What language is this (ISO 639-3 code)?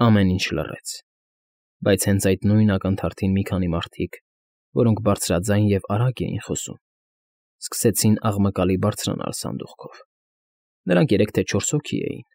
hye